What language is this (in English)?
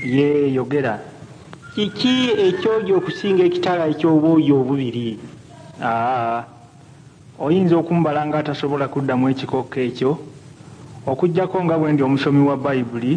Ganda